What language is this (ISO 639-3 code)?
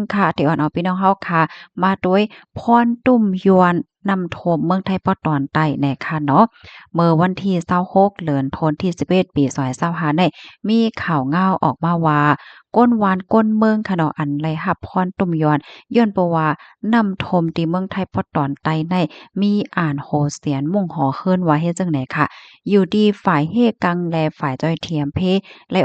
shn